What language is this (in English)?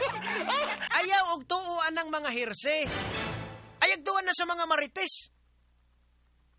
Cebuano